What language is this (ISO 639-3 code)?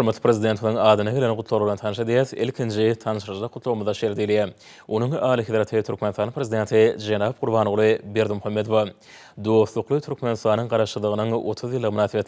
tuk